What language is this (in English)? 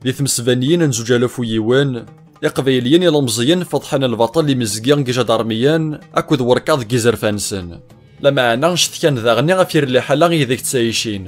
Kabyle